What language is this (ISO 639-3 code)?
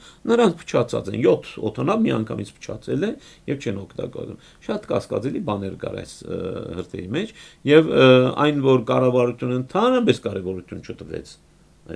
hye